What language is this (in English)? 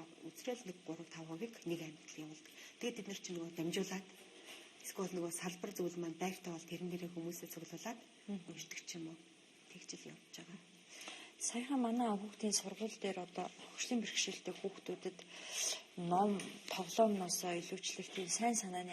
Mongolian